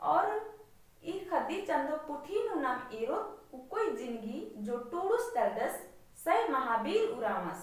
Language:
Kurukh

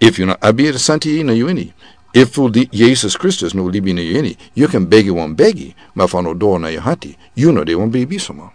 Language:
Sranan Tongo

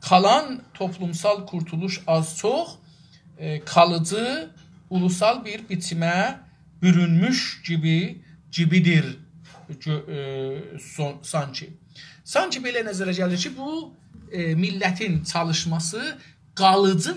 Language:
South Azerbaijani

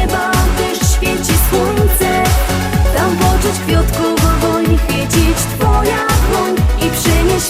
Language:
Silesian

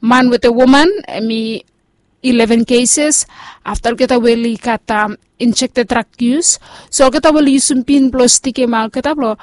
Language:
Bislama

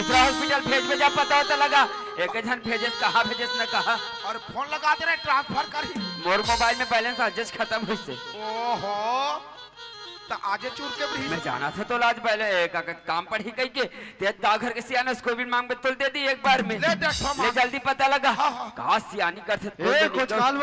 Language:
Chhattisgarhi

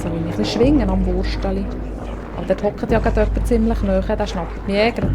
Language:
Swiss German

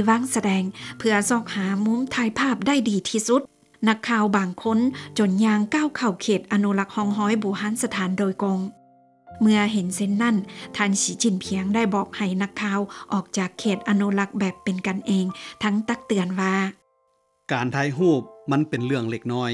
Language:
Lao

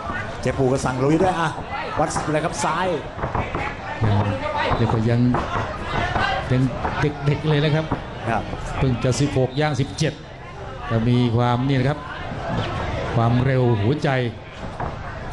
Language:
Thai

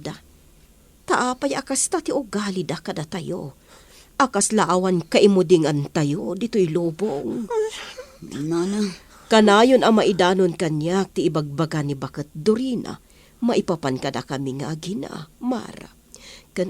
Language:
Iloko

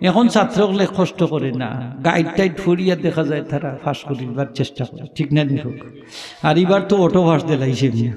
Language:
Sylheti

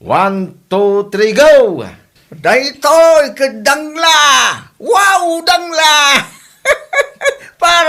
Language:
Iloko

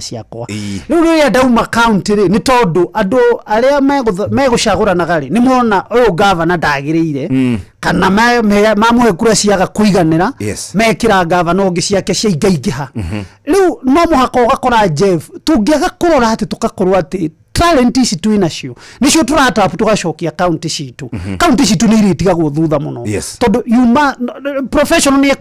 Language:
Kikuyu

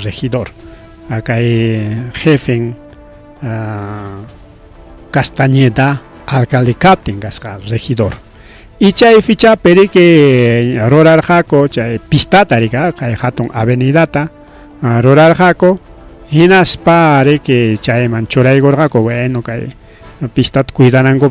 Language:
Ayacucho Quechua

